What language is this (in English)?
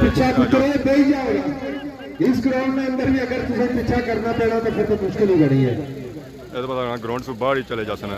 Pahari-Potwari